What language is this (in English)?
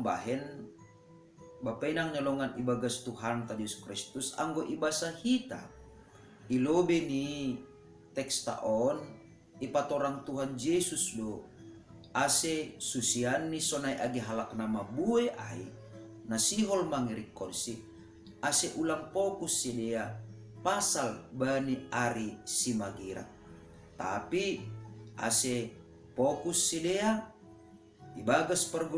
Batak Simalungun